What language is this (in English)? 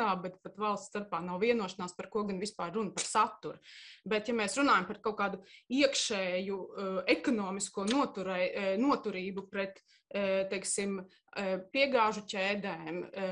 Latvian